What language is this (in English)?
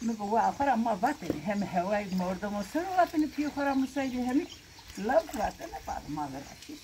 Zaza